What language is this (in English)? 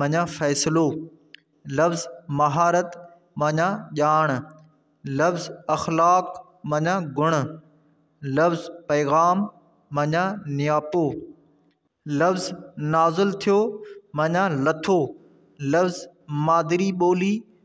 Sindhi